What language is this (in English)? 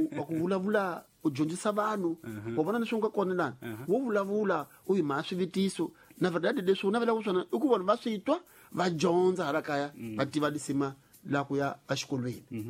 Tsonga